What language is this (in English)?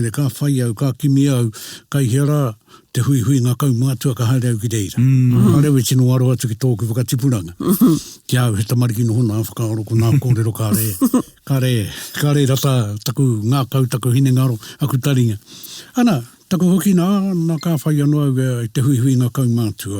Māori